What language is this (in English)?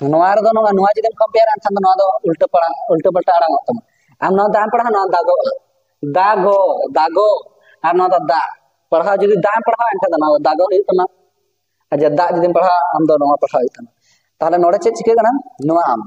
Santali